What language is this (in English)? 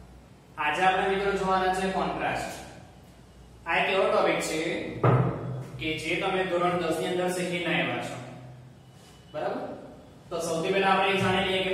Gujarati